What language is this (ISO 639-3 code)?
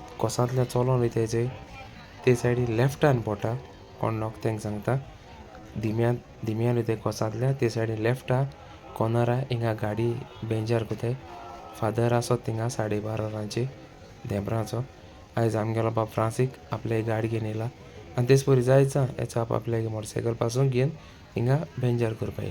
kok